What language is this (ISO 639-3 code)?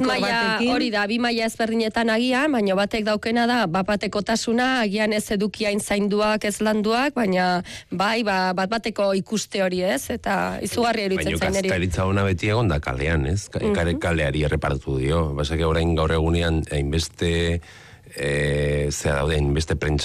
eus